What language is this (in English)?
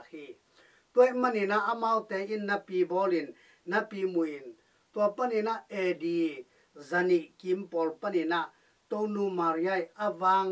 Tedim Chin